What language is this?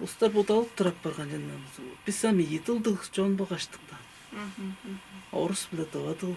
Tuvinian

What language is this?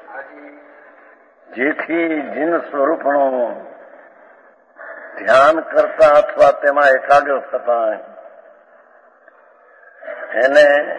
Gujarati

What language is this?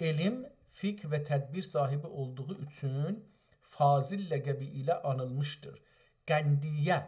South Azerbaijani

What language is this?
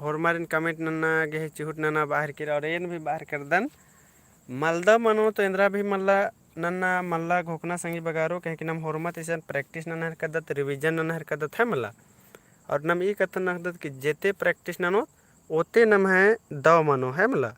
Kurukh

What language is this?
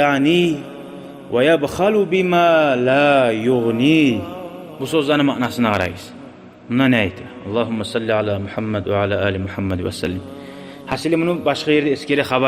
Kumyk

